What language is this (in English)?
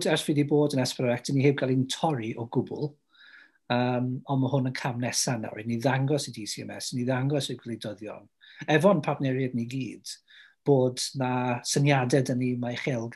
Welsh